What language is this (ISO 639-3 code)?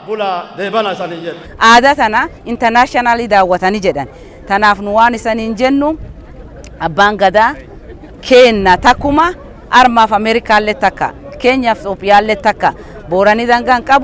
orm